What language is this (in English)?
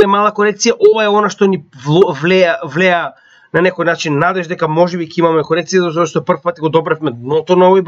Macedonian